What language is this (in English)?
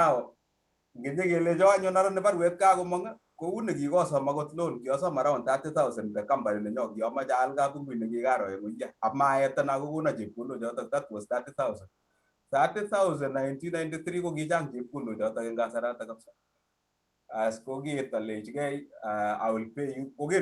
Kalenjin